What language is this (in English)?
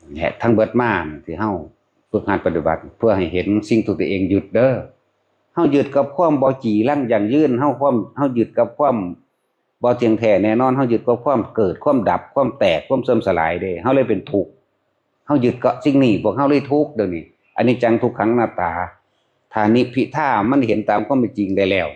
Northeastern Thai